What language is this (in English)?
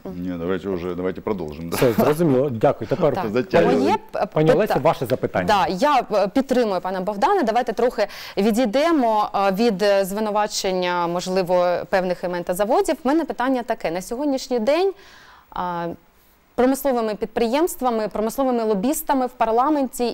Ukrainian